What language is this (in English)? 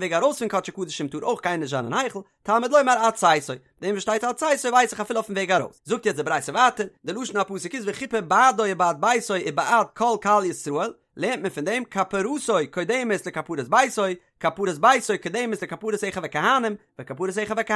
Yiddish